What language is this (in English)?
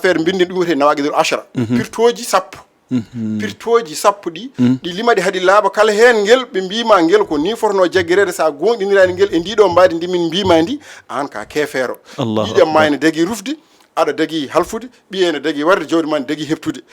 Fula